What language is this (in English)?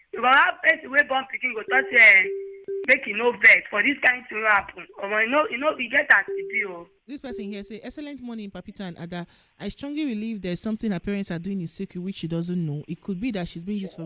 Nigerian Pidgin